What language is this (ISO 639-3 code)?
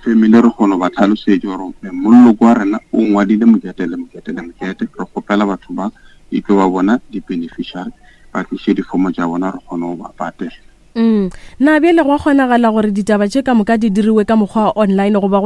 nso